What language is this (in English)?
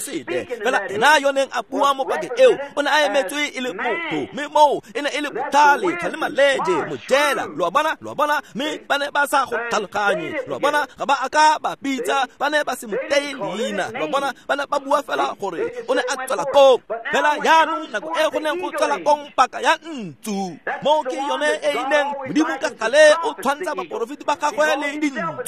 Tswana